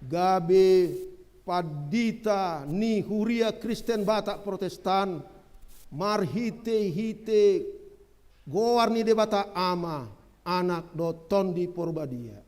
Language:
Batak Toba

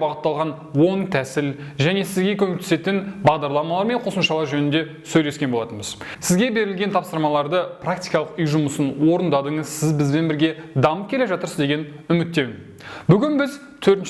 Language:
Kazakh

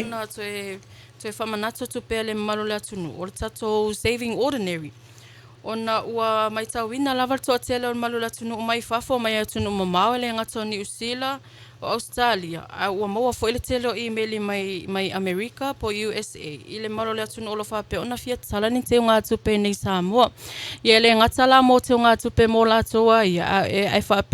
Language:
Samoan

